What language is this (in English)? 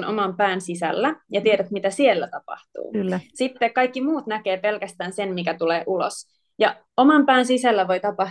Finnish